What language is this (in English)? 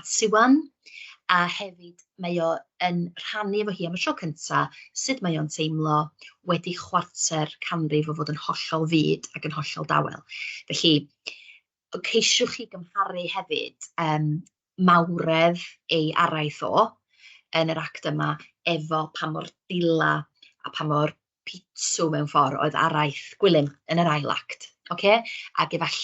Welsh